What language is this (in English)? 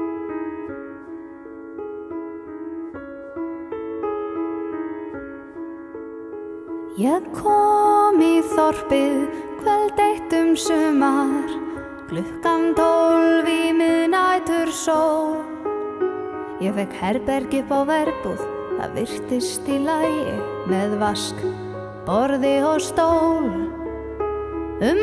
Icelandic